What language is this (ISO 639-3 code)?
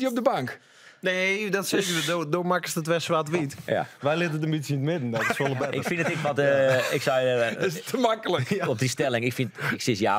fry